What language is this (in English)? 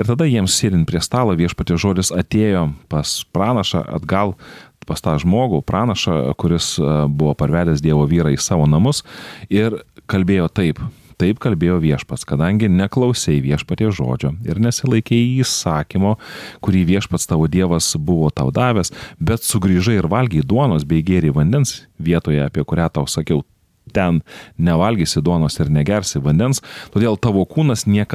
Lithuanian